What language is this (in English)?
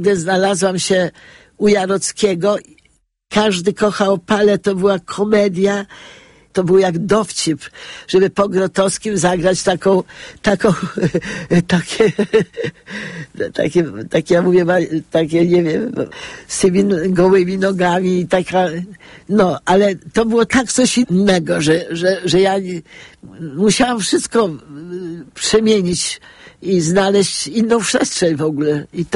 Polish